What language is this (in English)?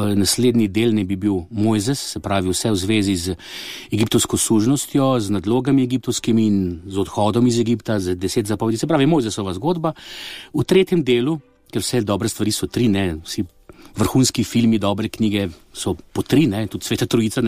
Slovenian